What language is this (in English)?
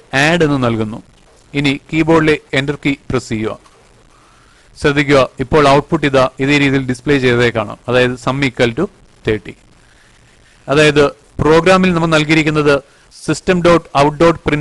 Malayalam